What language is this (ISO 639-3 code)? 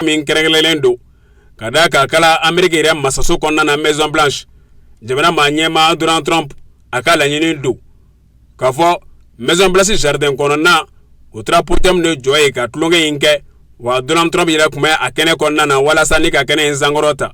bam